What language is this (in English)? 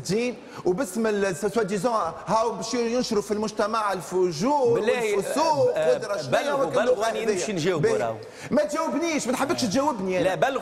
Tunisian Arabic